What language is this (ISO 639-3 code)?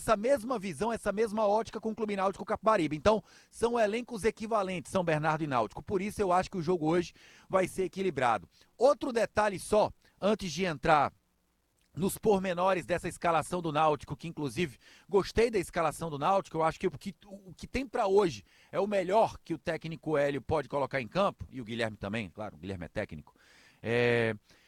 por